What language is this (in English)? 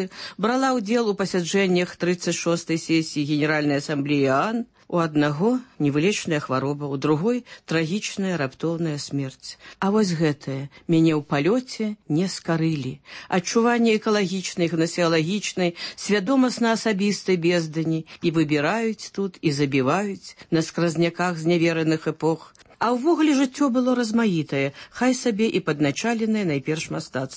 Belarusian